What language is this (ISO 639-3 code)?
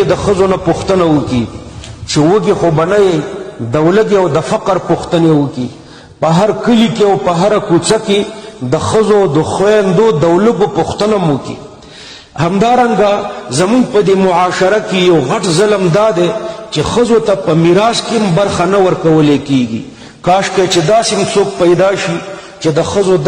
pus